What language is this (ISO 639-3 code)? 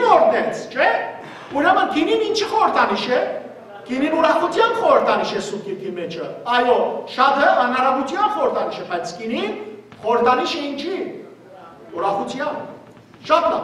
hyw